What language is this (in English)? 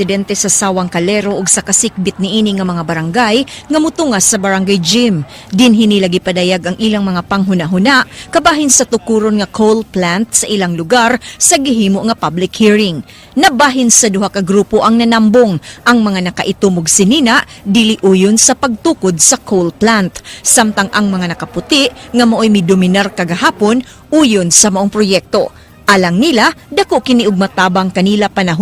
Cebuano